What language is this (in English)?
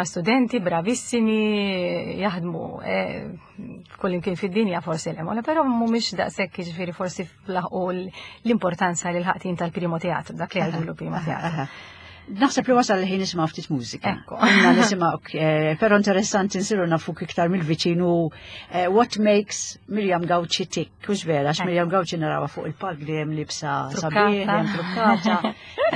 Maltese